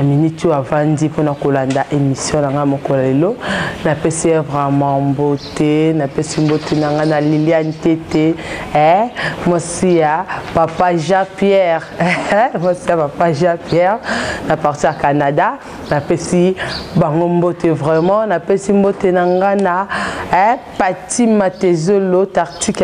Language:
Lingala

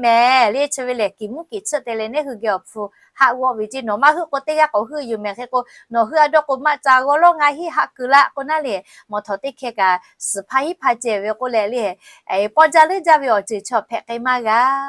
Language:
Lahu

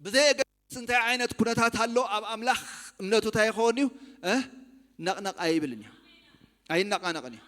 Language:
Tigrinya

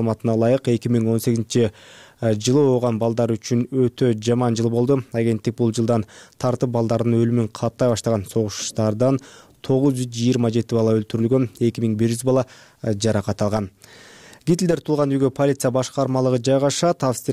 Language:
Kyrgyz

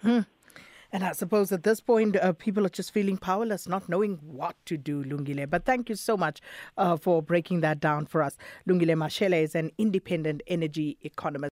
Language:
English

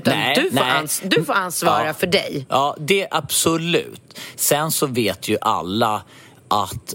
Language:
Swedish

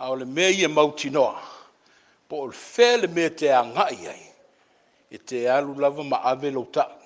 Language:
Samoan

